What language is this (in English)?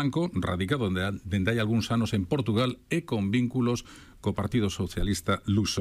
Galician